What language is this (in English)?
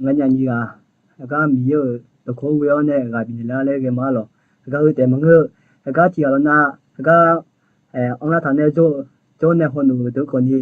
Akha